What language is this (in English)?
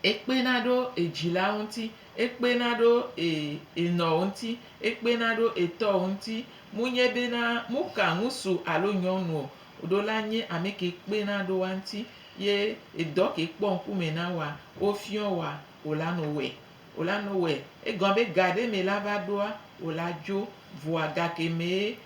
Gen